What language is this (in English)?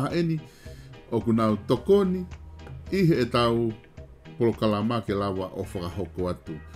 Tongan